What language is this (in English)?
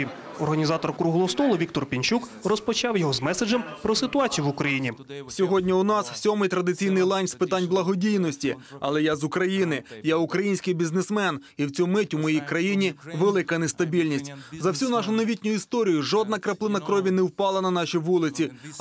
Ukrainian